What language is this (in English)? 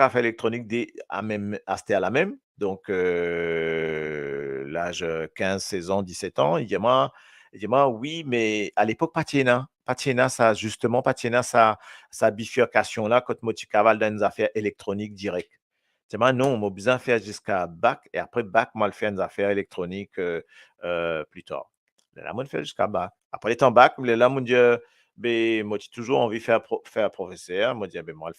Morisyen